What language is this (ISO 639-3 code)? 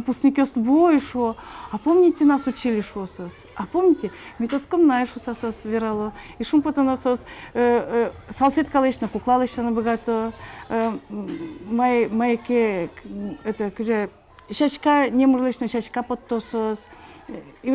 udm